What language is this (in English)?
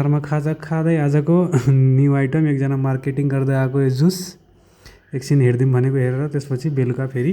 Nepali